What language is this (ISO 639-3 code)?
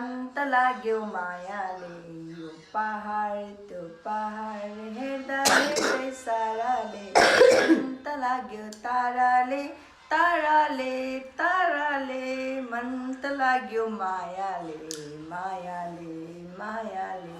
nep